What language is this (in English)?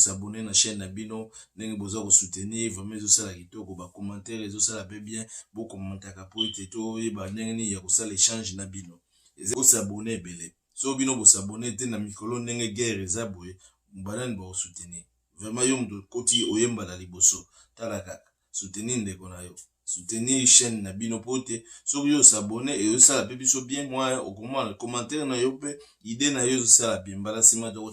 Lingala